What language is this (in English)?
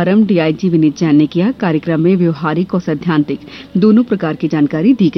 Hindi